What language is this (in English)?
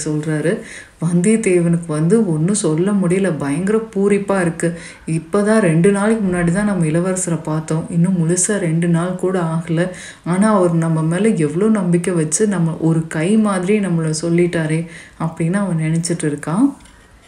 Tamil